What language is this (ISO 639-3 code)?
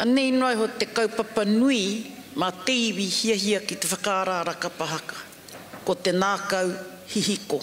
mri